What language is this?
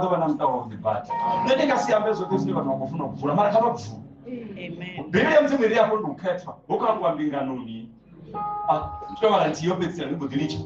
Venda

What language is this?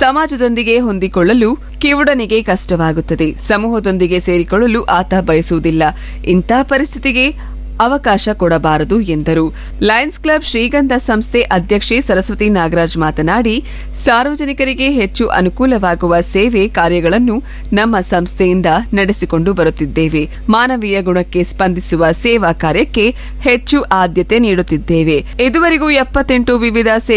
Kannada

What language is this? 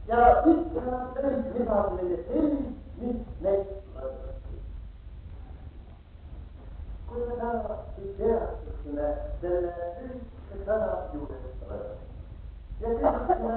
Estonian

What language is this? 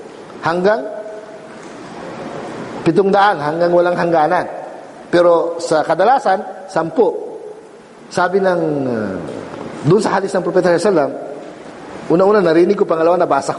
Filipino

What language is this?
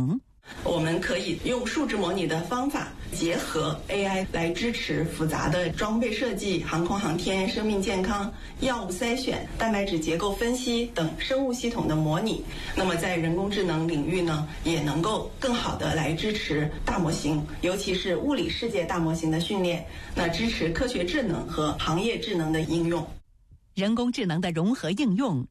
Chinese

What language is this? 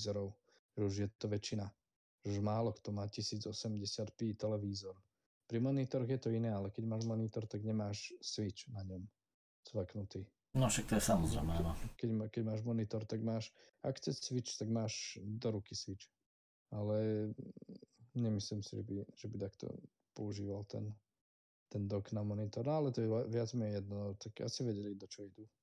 Slovak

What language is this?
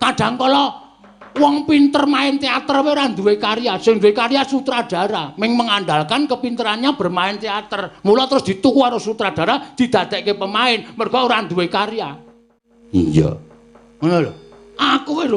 Javanese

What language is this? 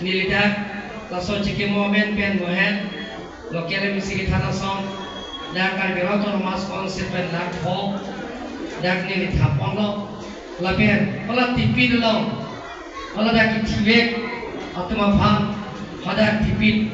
Karbi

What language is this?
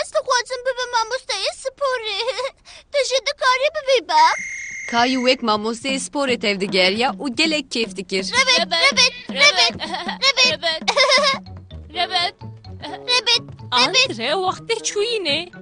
Kurdish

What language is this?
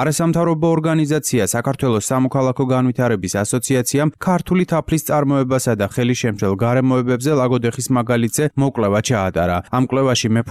Georgian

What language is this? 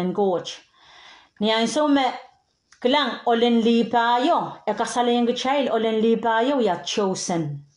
Pohnpeian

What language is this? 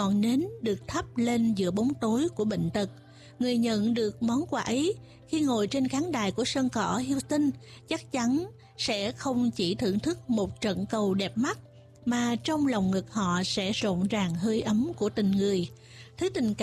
Vietnamese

